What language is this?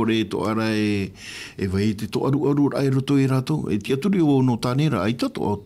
Tahitian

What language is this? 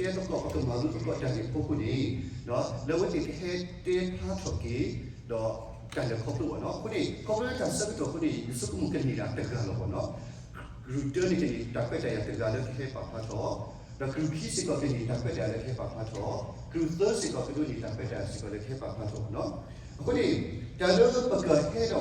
S'gaw Karen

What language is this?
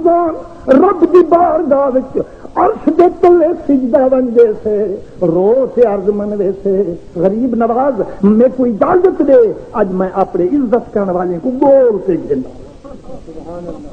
Saraiki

